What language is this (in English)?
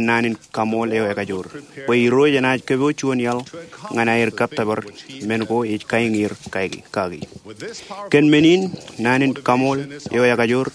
Marshallese